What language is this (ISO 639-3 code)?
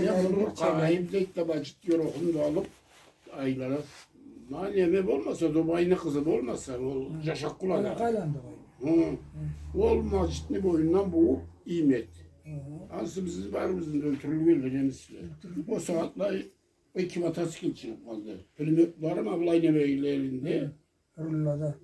krc